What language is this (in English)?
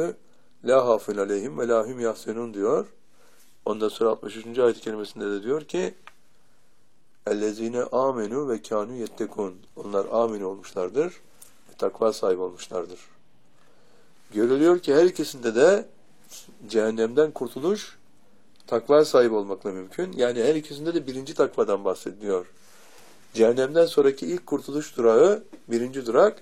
Turkish